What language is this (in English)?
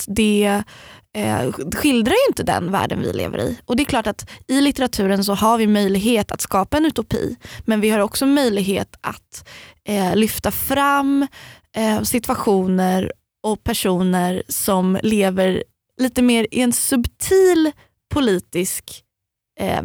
Swedish